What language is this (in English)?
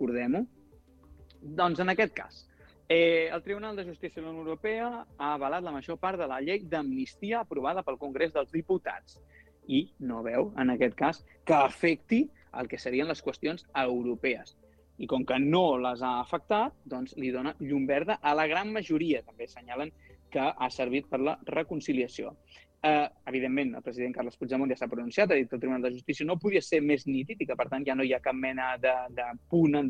Catalan